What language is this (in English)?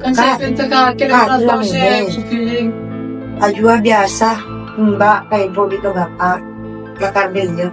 Madurese